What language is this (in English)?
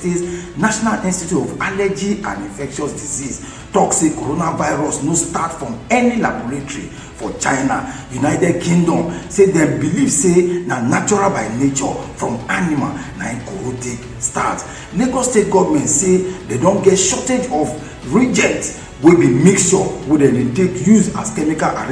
Nigerian Pidgin